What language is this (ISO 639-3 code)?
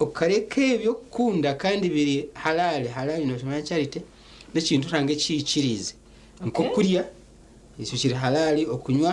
nyn